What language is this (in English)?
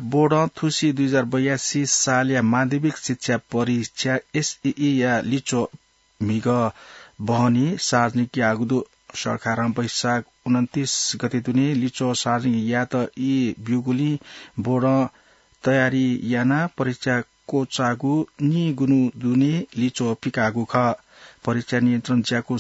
Newari